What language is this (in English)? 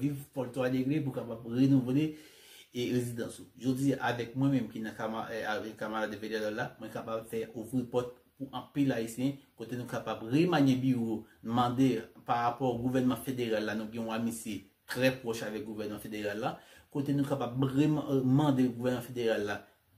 Haitian Creole